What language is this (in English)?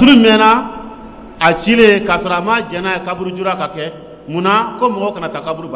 Dyula